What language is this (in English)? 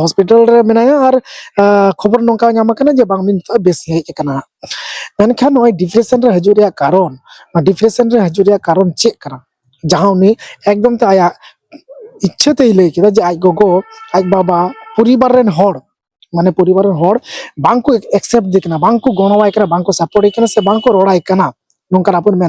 Santali